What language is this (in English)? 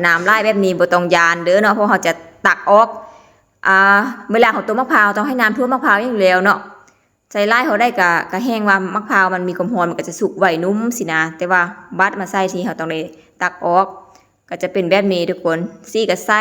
Lao